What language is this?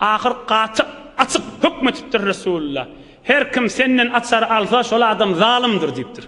Turkmen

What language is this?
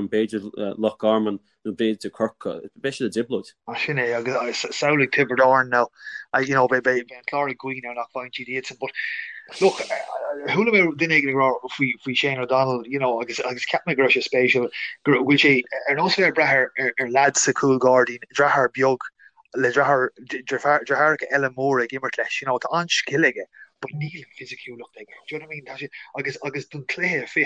Irish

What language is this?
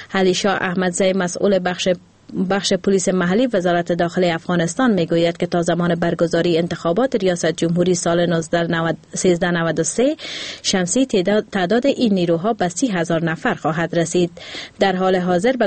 Persian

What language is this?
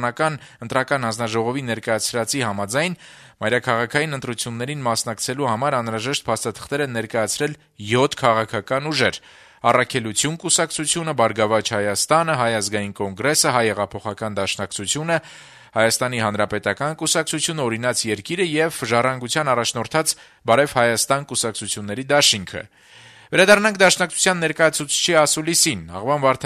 Armenian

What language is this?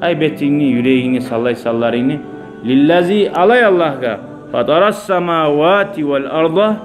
Kumyk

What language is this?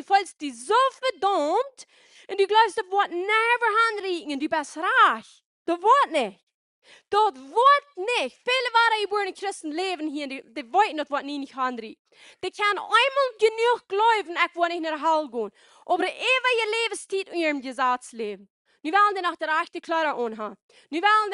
Plautdietsch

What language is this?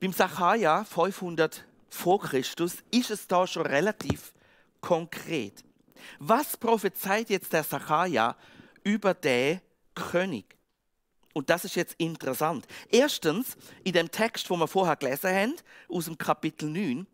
Swiss German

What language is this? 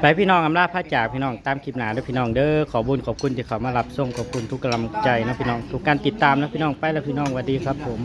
Northeastern Thai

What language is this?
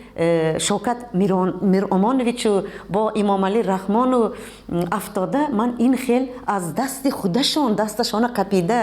Tajik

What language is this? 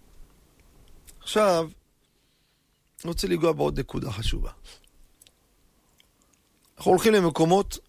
Hebrew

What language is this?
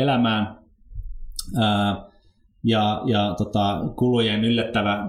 Finnish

